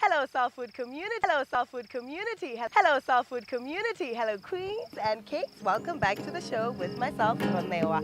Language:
Venda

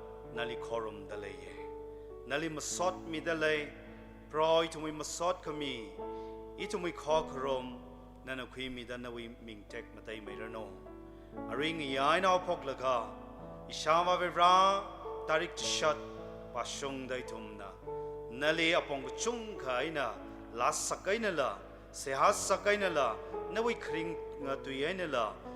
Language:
Tangkhul Naga (India)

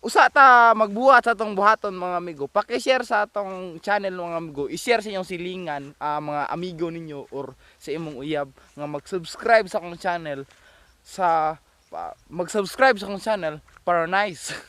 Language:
Cebuano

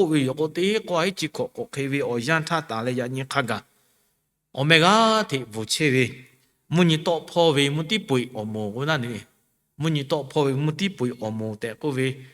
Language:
Lahu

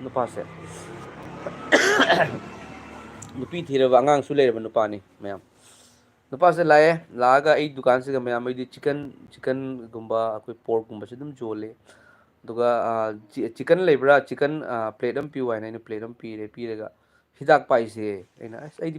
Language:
Manipuri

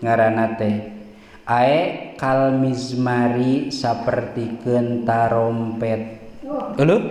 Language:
Sundanese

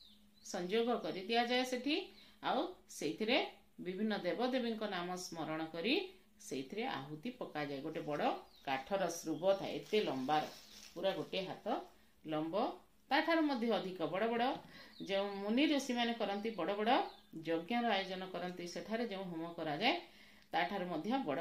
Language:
Odia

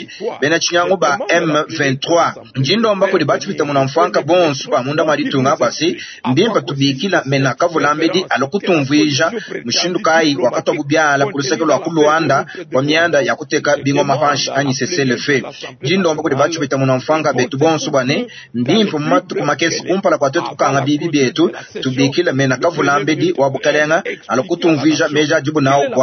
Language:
Luba-Lulua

